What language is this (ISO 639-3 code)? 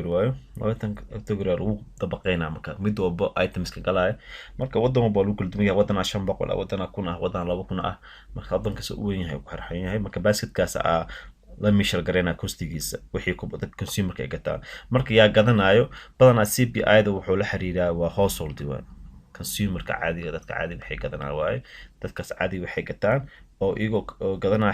som